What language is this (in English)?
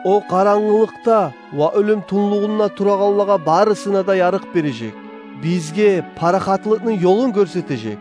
Kumyk